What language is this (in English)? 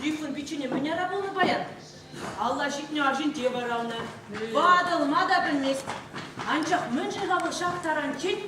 Chuvash